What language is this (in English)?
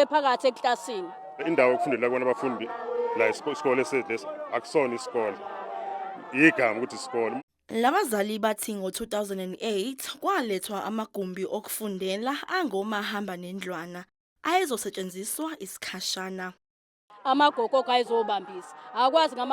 Zulu